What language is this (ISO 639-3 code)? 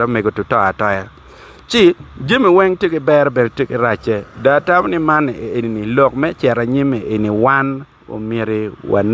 ach